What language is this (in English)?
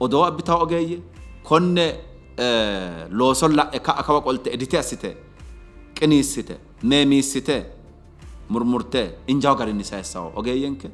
Sidamo